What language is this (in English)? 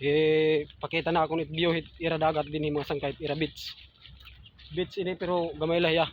Waray